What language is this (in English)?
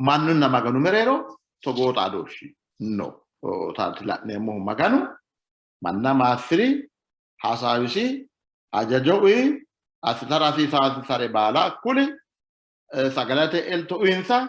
Sidamo